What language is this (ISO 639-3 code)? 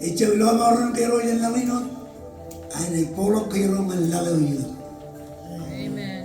mah